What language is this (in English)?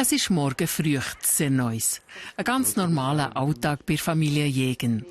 Swiss German